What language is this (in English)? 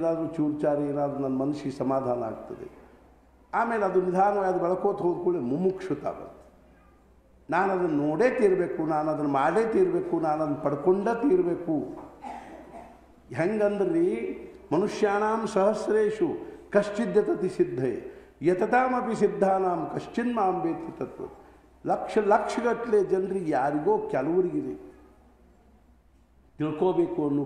Kannada